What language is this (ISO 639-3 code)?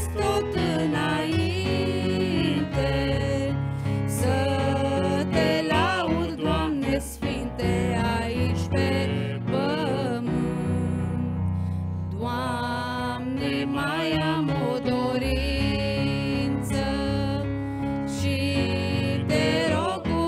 ron